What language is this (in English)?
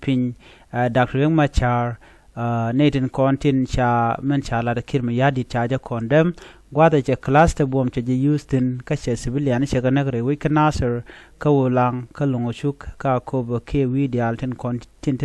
Nuer